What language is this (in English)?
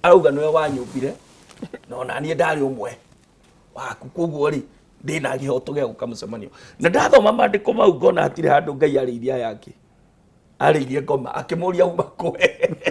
Kikuyu